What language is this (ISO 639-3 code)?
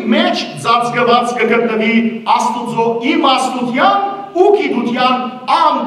hyw